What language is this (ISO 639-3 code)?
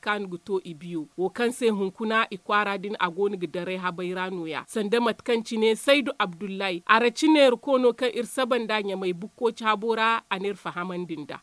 dje